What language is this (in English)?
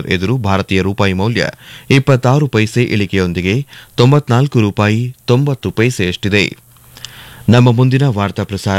Kannada